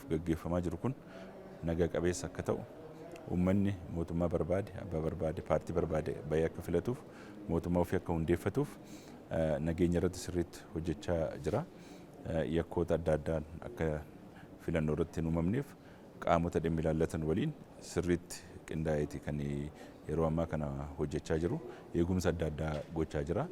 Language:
Oromo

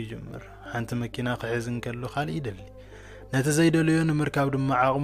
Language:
Tigrinya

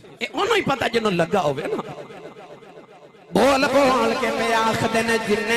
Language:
Urdu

